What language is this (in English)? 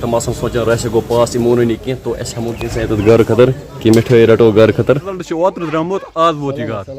Kashmiri